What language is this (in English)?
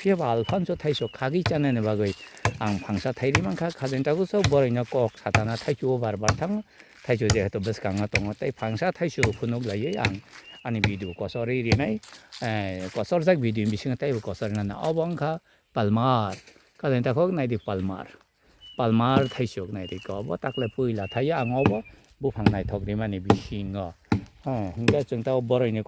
Kok Borok